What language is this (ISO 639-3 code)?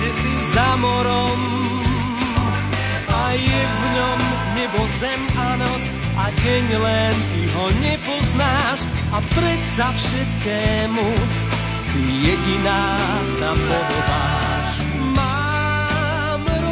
slk